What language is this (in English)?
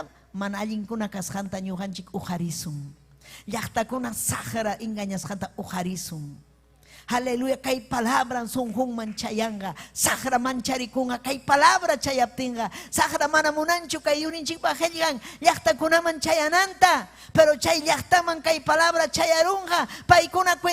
Ayacucho Quechua